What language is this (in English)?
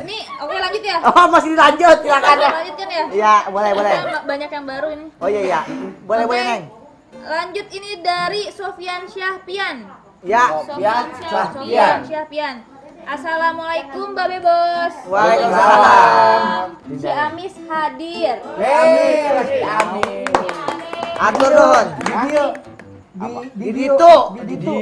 Betawi